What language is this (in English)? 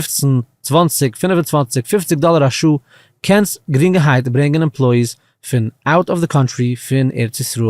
Yiddish